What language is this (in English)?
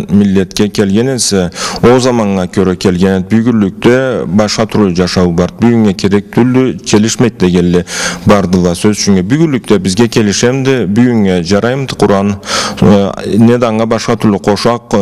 Karachay-Balkar